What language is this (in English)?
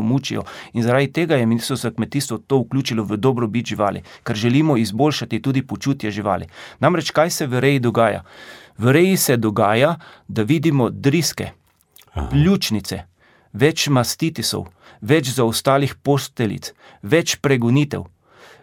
Slovenian